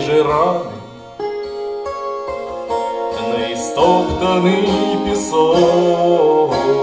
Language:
Russian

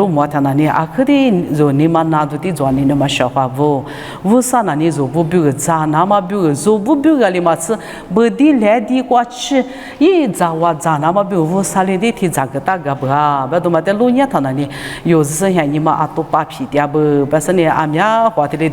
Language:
Lisu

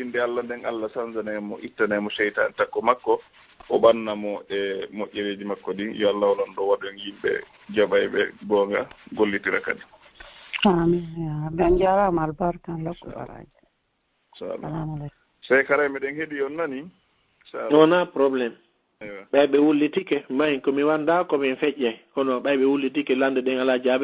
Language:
Fula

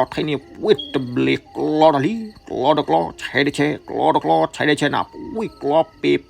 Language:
S'gaw Karen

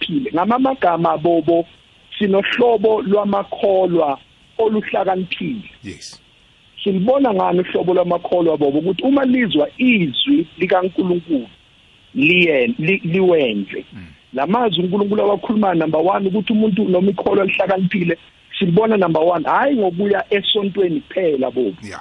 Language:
South Ndebele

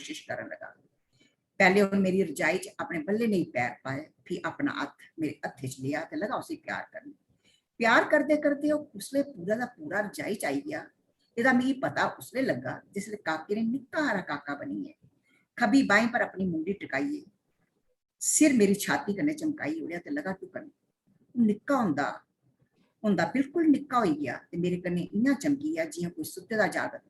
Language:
Dogri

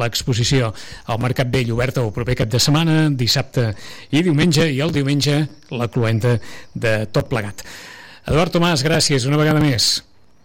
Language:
Catalan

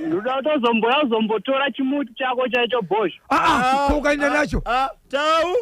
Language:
Shona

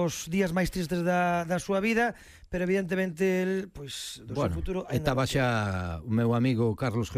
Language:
Galician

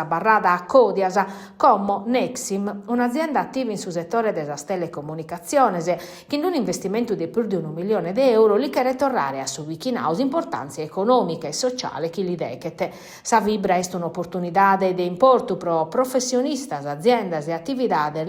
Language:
Sardinian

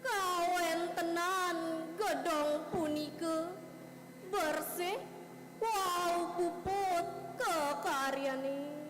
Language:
Balinese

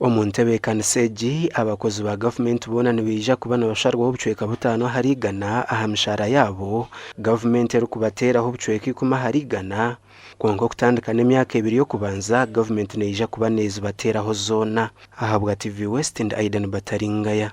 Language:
Nyankole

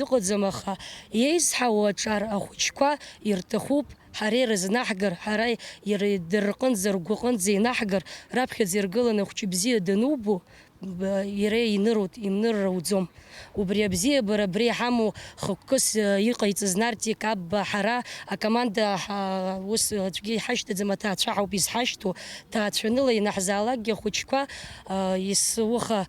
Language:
Abkhazian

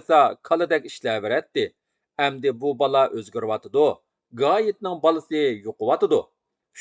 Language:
Uyghur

